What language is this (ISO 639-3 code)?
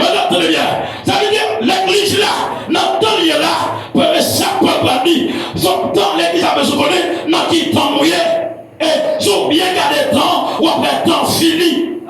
hat